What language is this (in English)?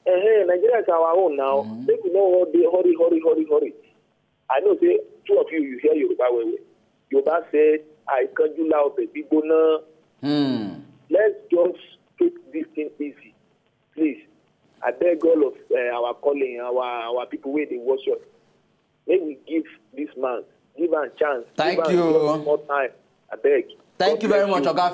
Nigerian Pidgin